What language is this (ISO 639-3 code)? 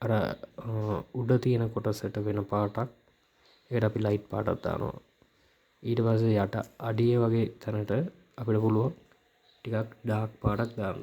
sin